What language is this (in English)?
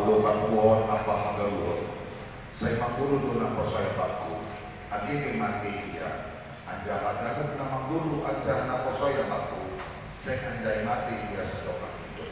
Batak Simalungun